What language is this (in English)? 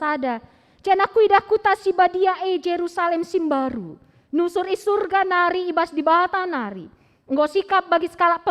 Batak Karo